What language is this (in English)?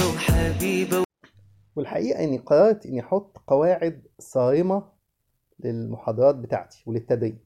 Egyptian Arabic